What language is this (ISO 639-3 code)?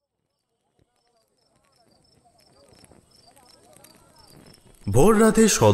ben